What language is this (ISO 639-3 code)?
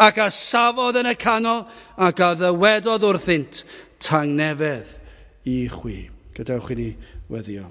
cym